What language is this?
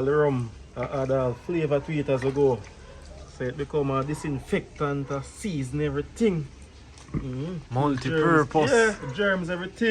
Jamaican Creole English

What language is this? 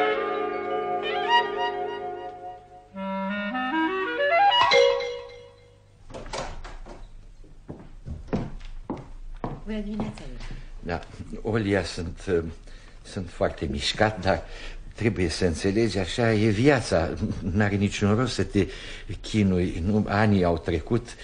Romanian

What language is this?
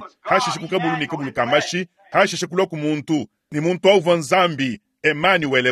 Luba-Lulua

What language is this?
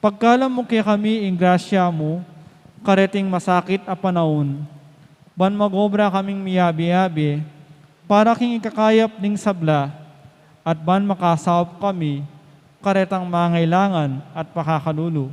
Pampanga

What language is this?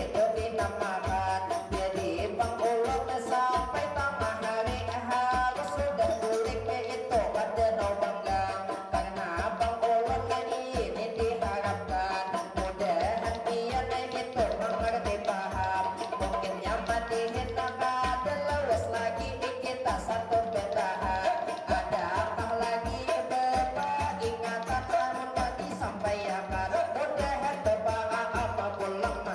Banjar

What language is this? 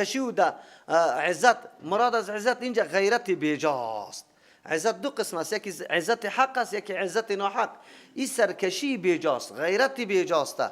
Persian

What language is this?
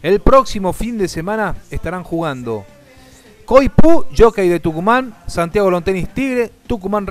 Spanish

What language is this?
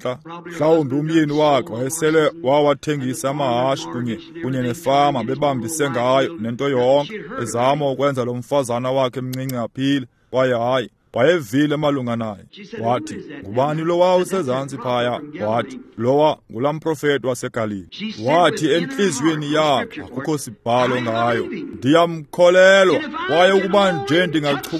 Xhosa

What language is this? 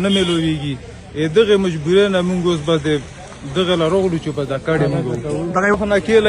Pashto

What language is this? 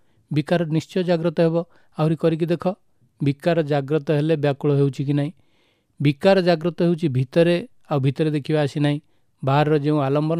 Odia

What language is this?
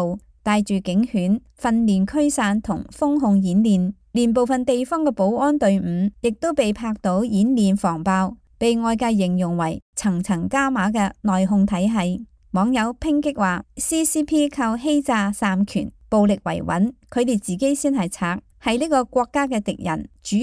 Cantonese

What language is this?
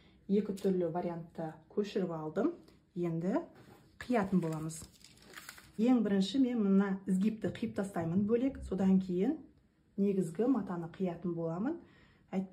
Kazakh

